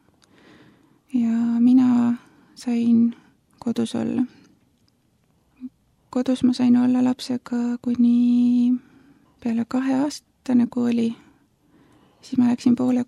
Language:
Estonian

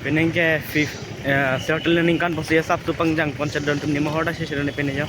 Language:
Karbi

